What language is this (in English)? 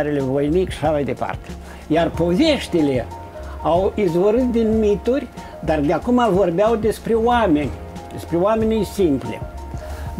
Romanian